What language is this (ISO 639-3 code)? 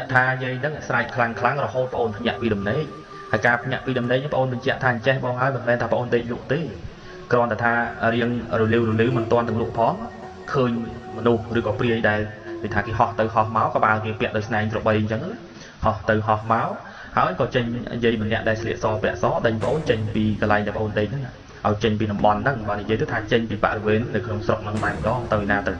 khm